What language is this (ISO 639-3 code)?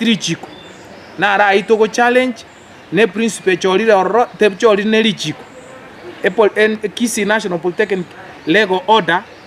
guz